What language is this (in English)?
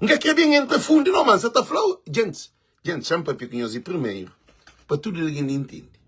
Kabuverdianu